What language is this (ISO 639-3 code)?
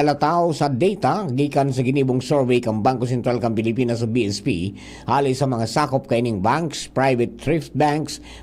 bik